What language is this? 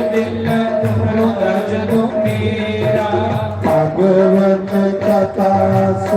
Dogri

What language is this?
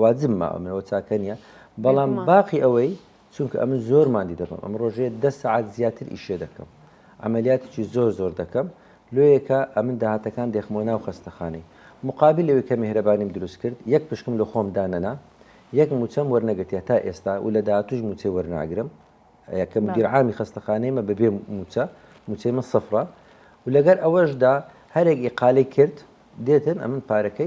Central Kurdish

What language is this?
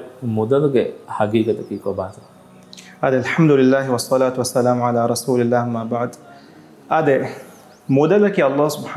Divehi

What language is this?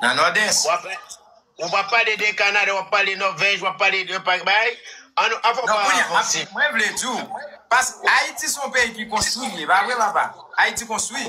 Haitian Creole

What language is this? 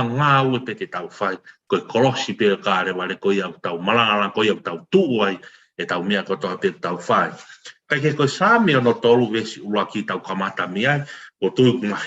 Tongan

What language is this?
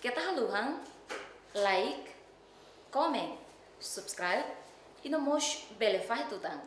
Tetum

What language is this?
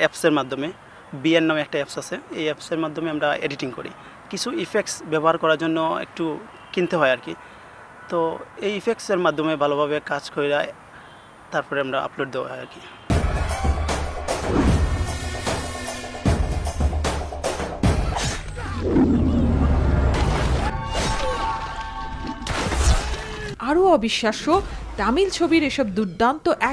Bangla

